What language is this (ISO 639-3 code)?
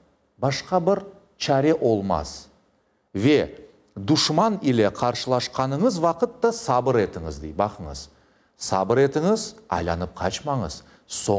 crh